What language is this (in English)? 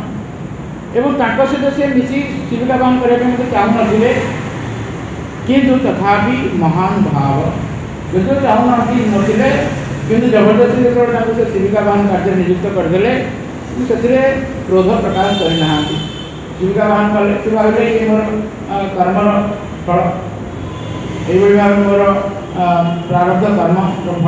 Odia